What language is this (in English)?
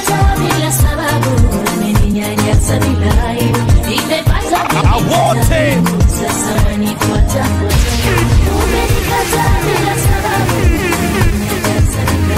Swahili